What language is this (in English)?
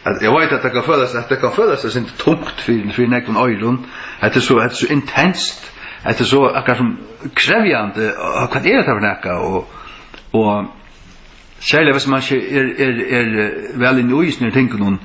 Faroese